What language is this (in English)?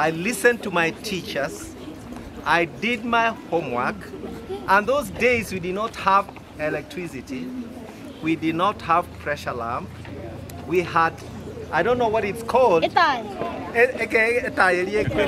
Gusii